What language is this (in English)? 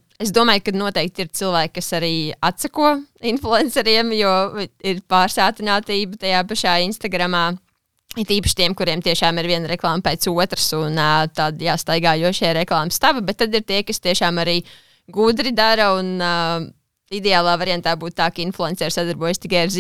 Latvian